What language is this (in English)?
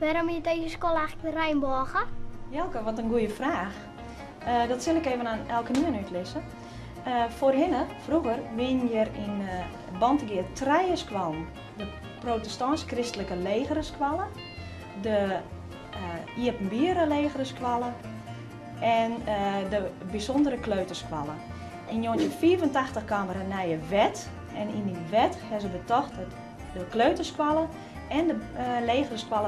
Western Frisian